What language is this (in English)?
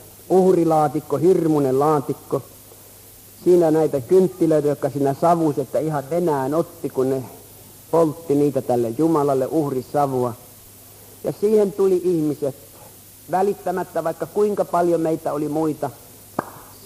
Finnish